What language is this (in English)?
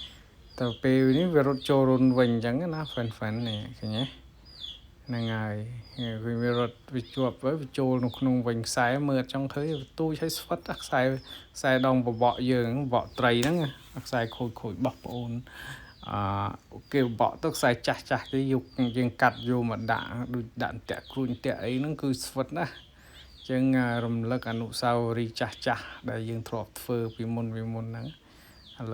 Khmer